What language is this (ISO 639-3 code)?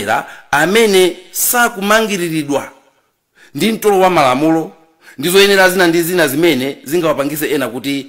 nya